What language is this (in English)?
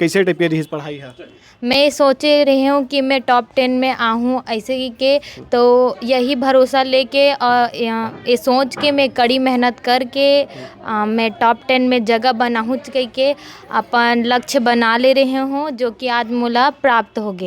Chhattisgarhi